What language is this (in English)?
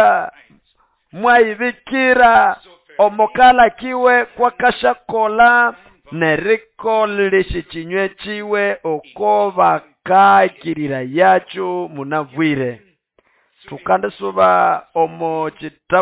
Nande